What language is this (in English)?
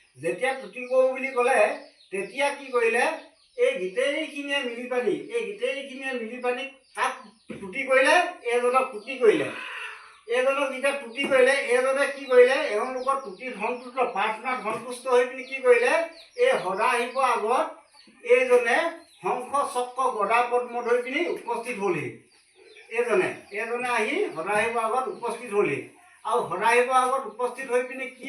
Assamese